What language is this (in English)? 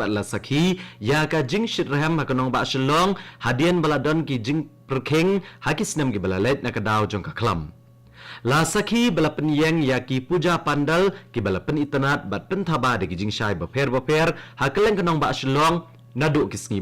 Khasi